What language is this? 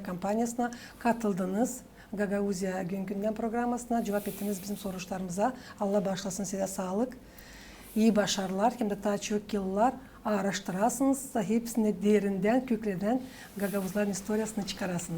Gagauz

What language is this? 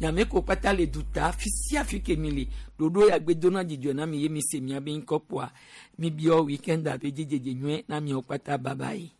Gen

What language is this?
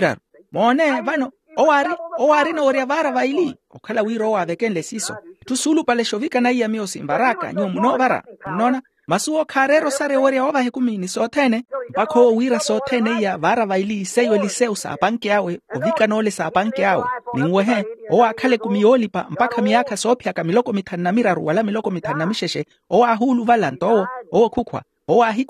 Makhuwa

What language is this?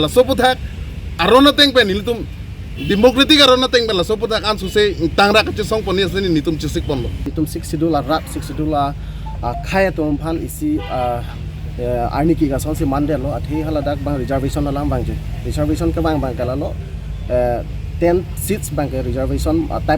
Karbi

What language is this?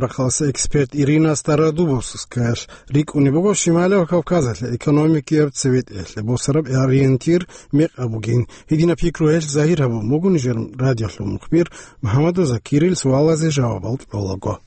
Avaric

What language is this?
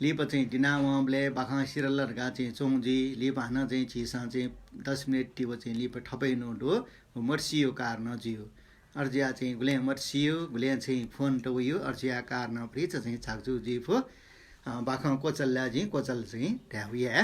Newari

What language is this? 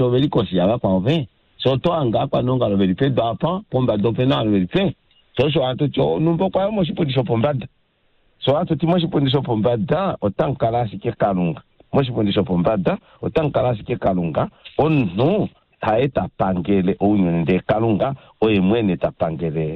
Kuanyama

